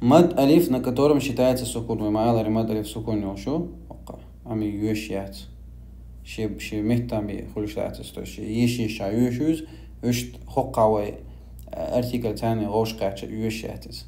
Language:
Chechen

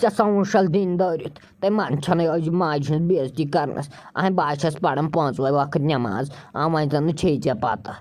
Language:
Kashmiri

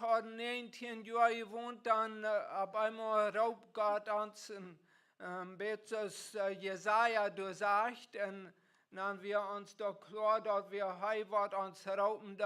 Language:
Plautdietsch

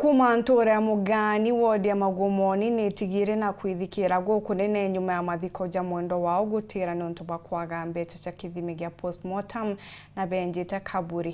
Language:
Meru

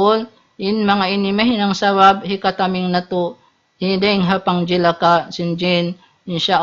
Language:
Tausug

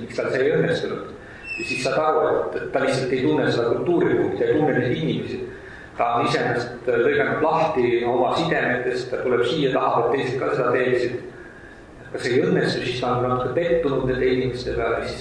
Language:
Estonian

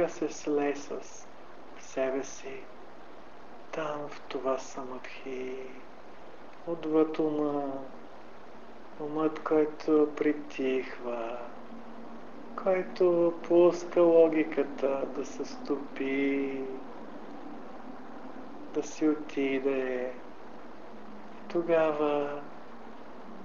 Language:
Bulgarian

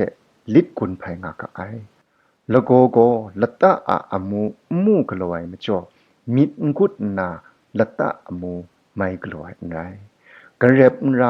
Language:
Kachin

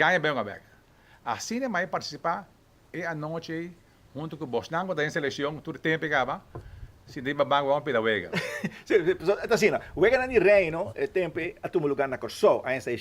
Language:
Papiamento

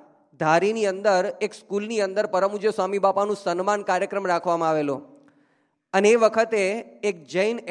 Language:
Gujarati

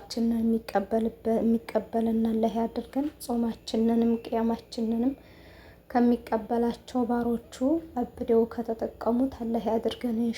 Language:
Amharic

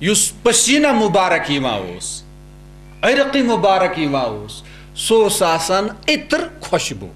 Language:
Kashmiri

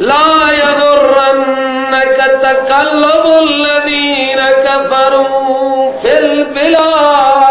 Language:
Persian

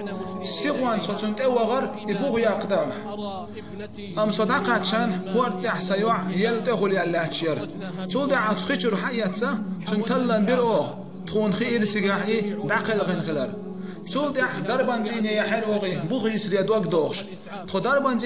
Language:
Chechen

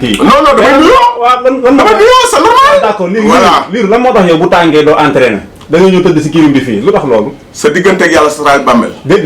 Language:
Wolof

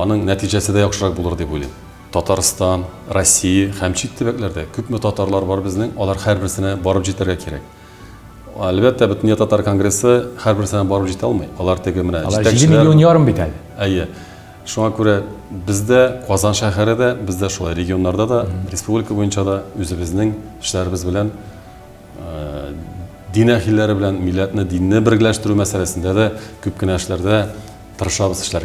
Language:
Tatar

